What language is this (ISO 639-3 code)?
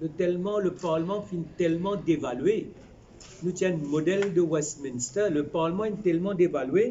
mfe